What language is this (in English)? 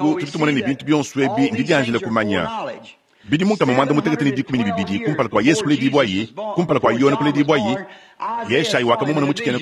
Luba-Lulua